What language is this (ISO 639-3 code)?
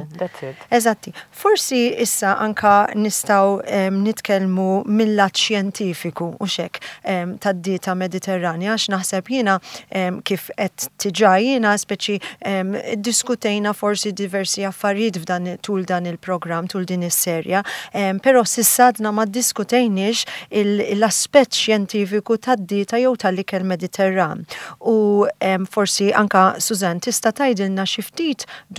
mlt